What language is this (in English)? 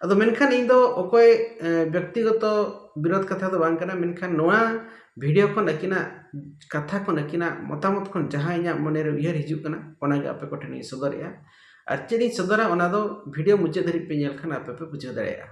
Santali